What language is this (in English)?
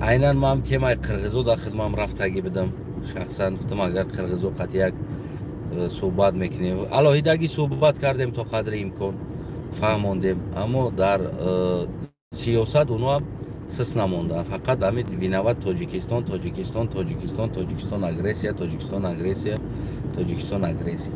Tajik